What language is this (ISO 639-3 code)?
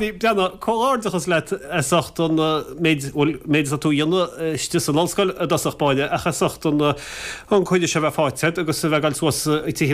gle